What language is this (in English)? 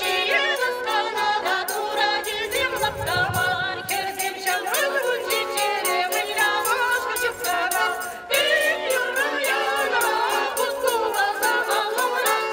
Chuvash